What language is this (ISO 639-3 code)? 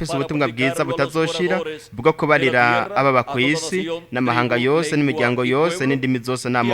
run